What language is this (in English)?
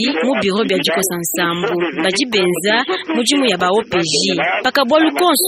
Luba-Lulua